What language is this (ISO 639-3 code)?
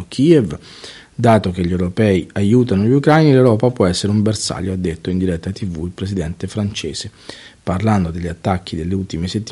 ita